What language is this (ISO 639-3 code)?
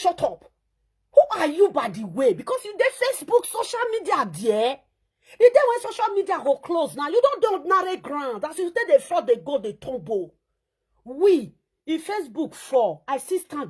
pcm